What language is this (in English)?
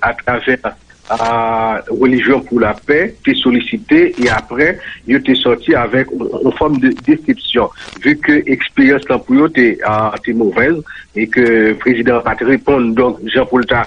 Haitian Creole